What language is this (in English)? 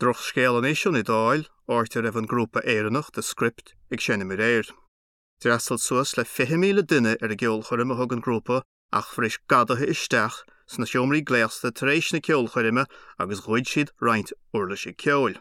Irish